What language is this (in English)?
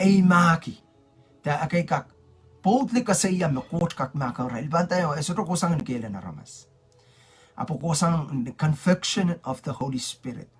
Pohnpeian